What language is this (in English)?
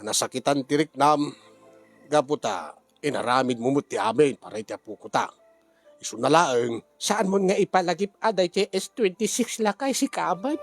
Iloko